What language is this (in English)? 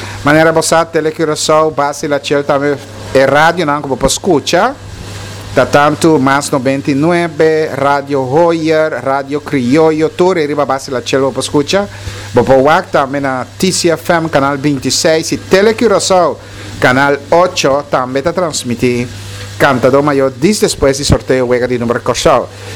Papiamento